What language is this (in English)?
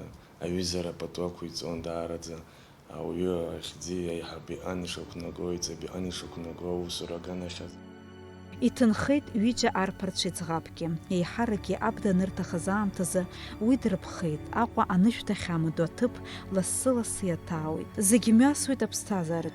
Abkhazian